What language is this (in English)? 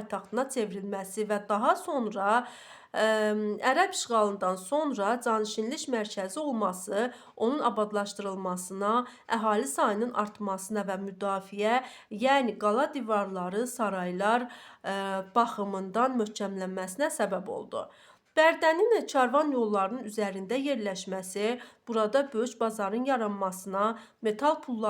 Azerbaijani